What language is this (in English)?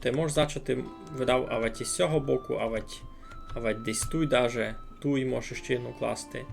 Rusyn